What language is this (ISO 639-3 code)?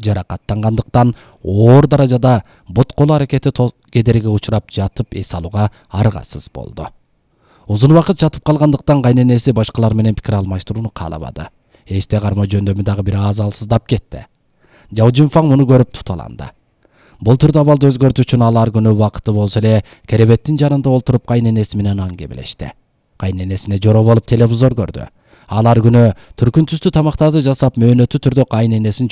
kir